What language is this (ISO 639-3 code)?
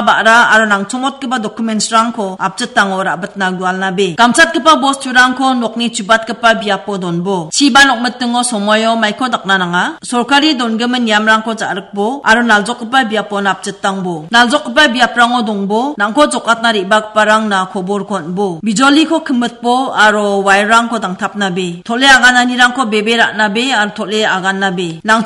grt